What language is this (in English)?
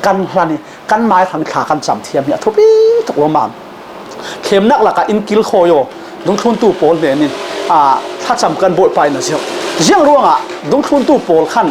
Falam Chin